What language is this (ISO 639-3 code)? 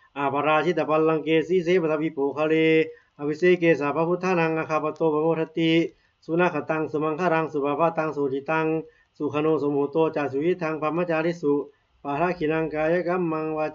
pli